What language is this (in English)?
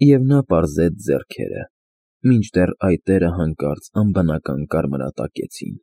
Armenian